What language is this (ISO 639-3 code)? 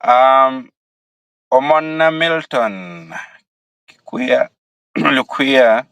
ach